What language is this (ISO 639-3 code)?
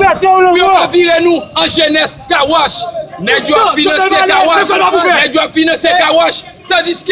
hat